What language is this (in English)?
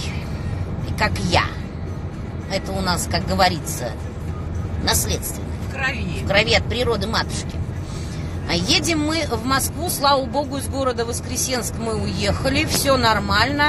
Russian